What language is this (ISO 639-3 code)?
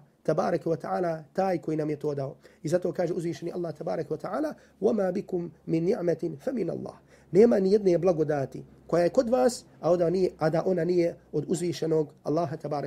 bos